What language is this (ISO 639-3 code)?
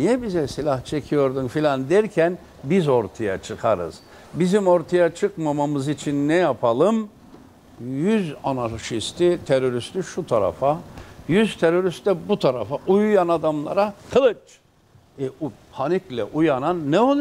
tur